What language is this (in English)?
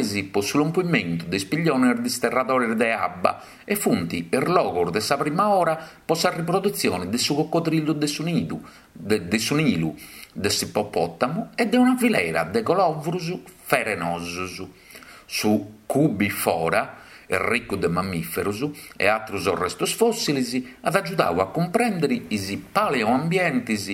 Sardinian